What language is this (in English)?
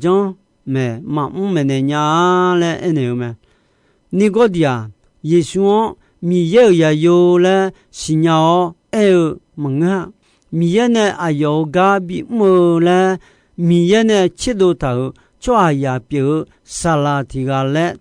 Akha